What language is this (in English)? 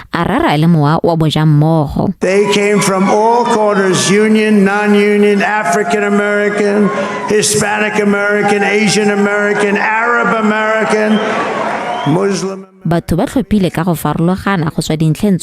Tswana